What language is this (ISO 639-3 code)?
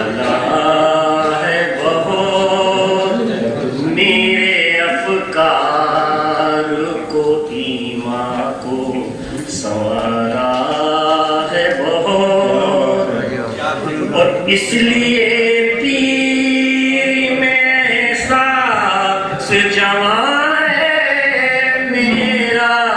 urd